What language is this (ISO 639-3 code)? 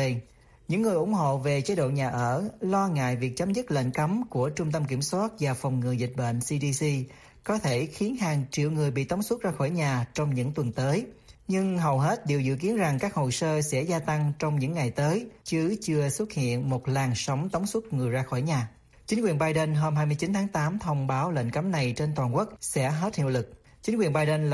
vie